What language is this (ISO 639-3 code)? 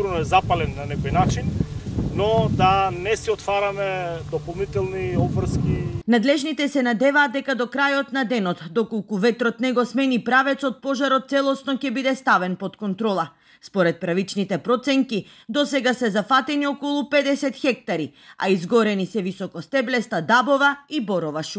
mkd